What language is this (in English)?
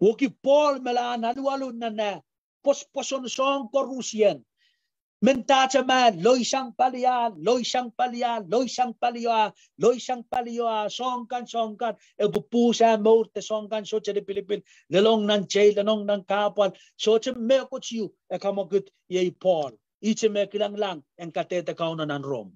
Pohnpeian